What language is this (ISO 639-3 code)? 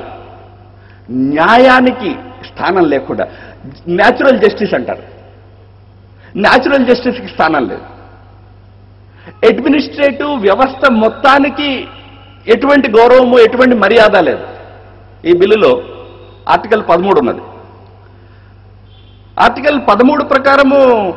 tel